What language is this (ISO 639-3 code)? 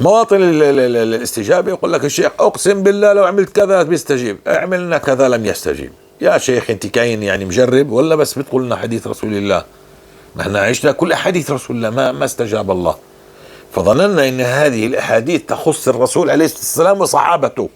apc